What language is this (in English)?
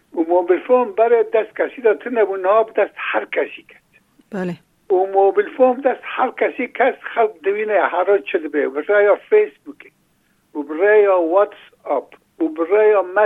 Kurdish